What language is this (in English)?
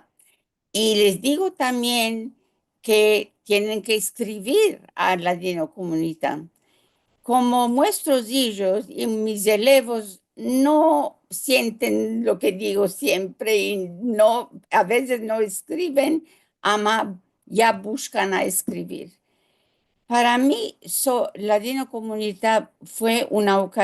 Ladino